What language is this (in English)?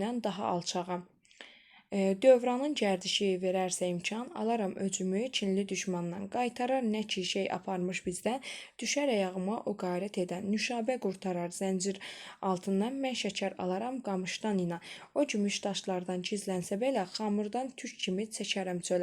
Azerbaijani